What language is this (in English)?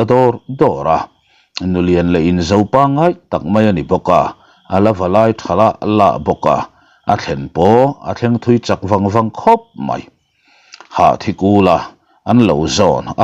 Mizo